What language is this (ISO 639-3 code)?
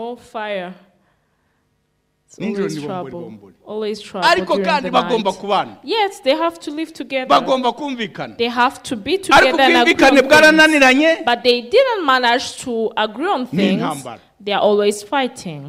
kin